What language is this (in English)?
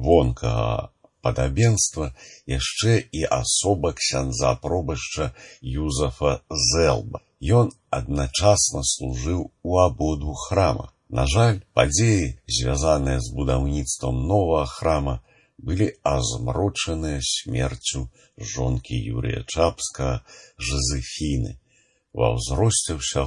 Belarusian